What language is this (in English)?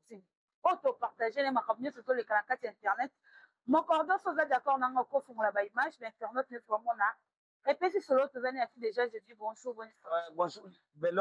Lingala